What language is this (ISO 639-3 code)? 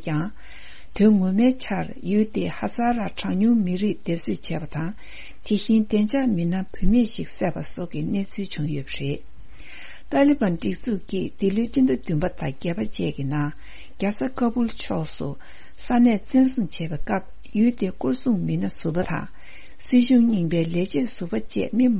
bod